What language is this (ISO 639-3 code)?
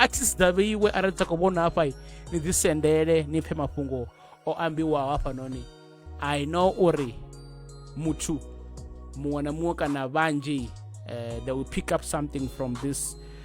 ven